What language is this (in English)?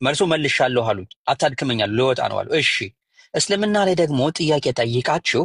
Amharic